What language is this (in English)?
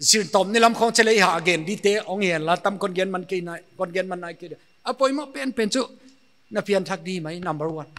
Paite Chin